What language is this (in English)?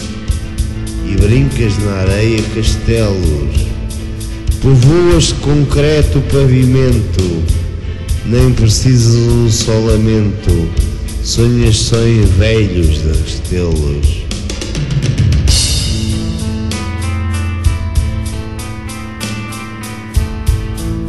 Portuguese